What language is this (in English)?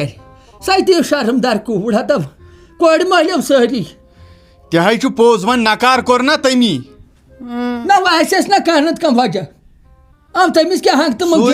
Kashmiri